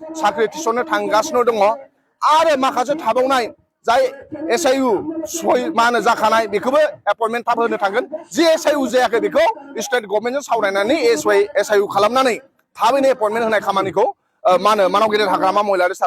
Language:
Bodo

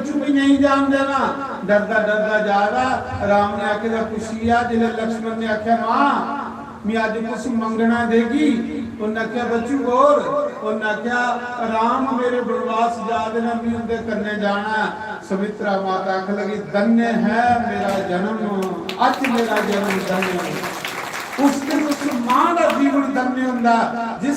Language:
Dogri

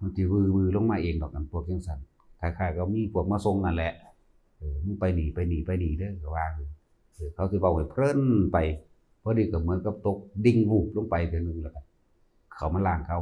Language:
Northeastern Thai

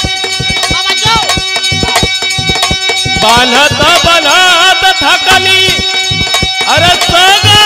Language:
Bhojpuri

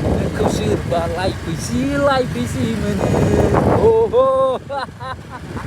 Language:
Bodo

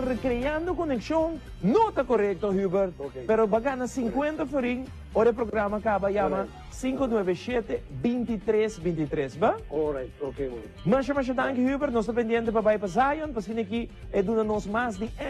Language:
Papiamento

